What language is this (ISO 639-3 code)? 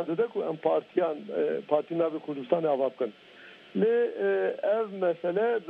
kur